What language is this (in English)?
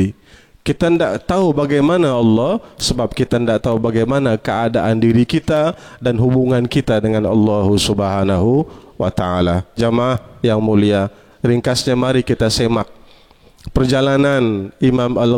Malay